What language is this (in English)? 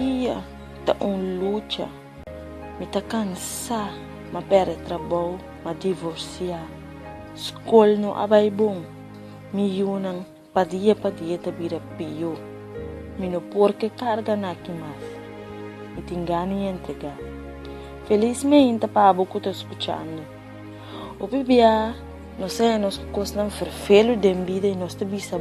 Papiamento